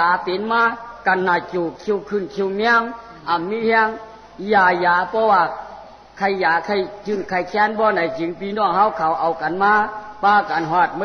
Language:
Shan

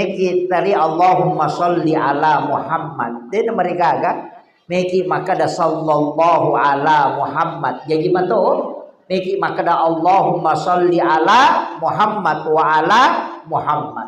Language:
Buginese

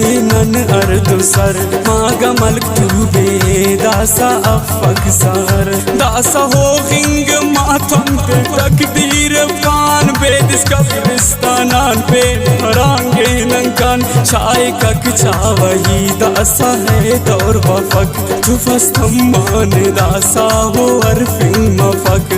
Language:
Brahui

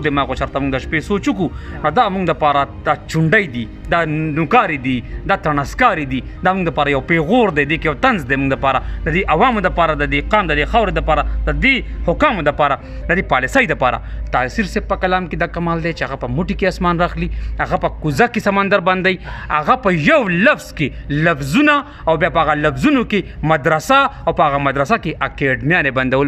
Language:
Pashto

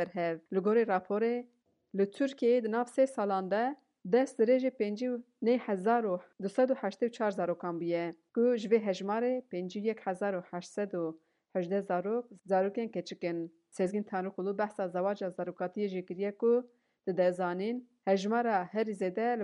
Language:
Kurdish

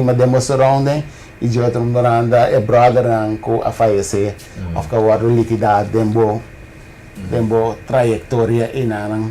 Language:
Papiamento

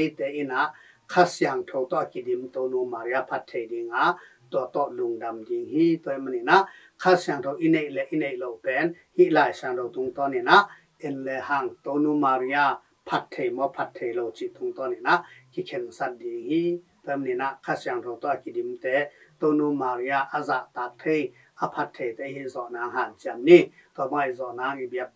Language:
Tedim Chin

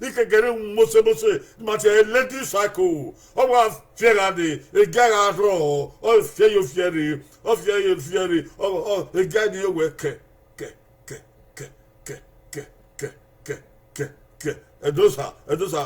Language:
Bini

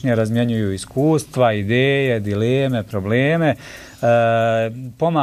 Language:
Bosnian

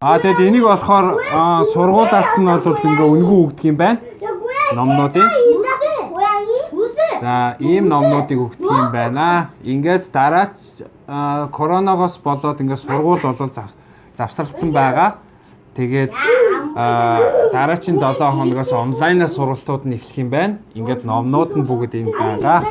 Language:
Mongolian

